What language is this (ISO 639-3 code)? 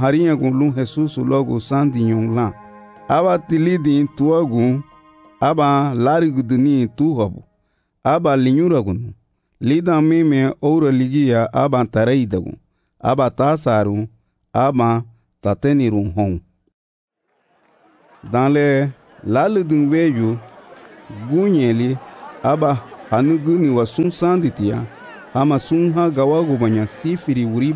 cab